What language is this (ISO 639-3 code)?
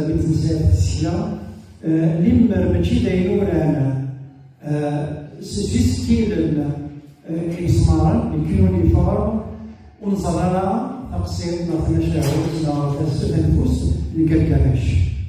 kab